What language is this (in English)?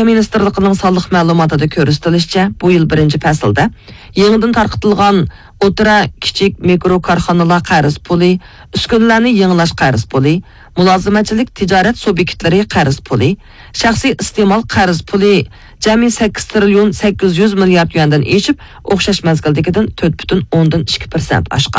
Uyghur